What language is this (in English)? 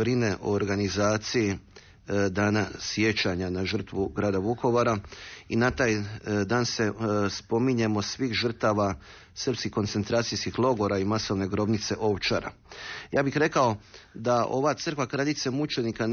Croatian